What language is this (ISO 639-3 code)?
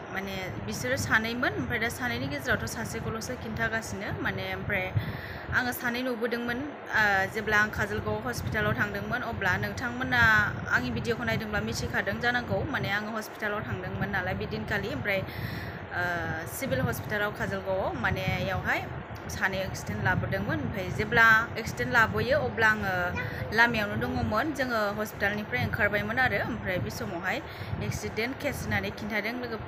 brx